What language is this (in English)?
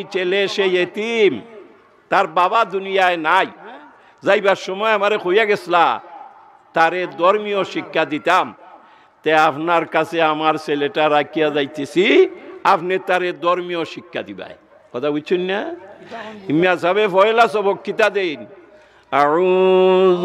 Sylheti